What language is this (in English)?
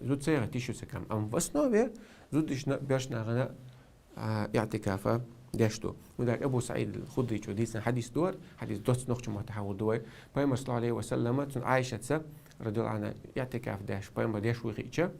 Chechen